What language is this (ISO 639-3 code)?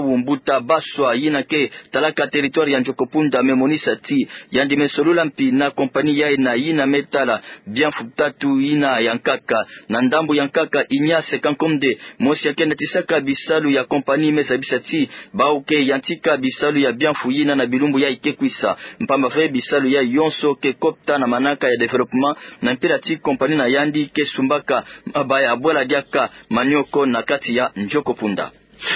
ktu